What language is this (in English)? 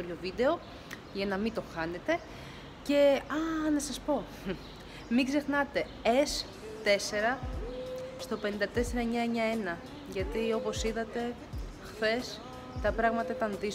Greek